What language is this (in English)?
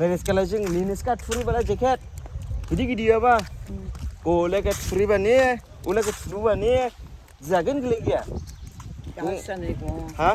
Dimasa